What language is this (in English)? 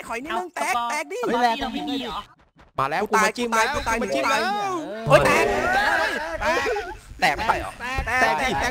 Thai